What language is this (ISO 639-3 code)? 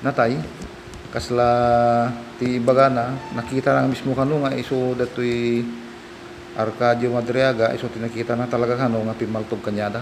ilo